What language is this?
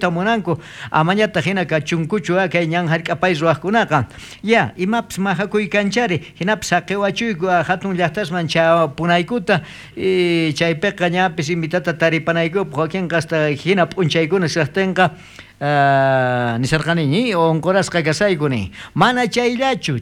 South Bolivian Quechua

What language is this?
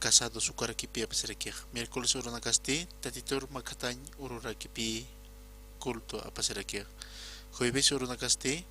Aymara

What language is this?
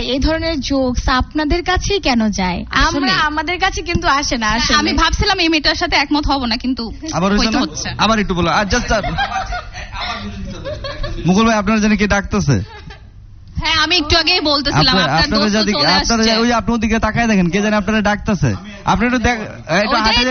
Bangla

